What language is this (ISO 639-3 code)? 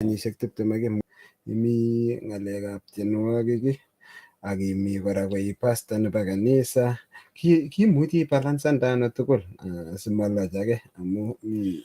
kln